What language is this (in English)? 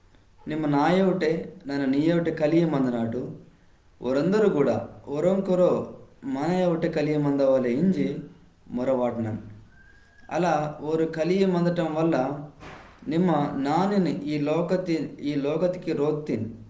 Koya